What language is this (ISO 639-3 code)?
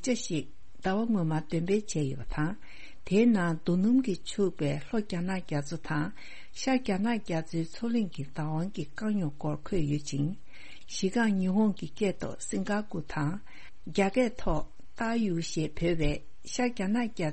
bod